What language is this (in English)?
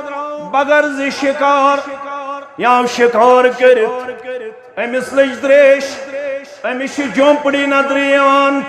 Kashmiri